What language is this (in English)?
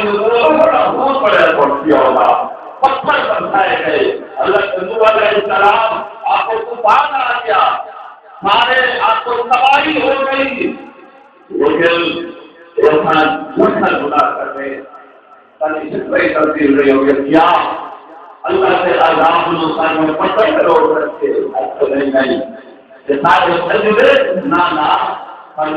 Saraiki